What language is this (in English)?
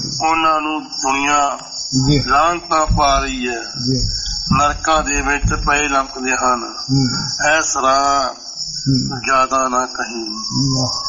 Punjabi